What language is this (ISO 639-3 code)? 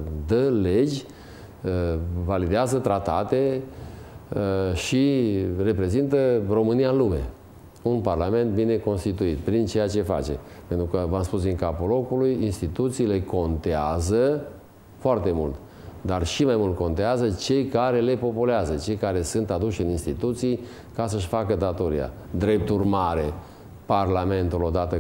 ron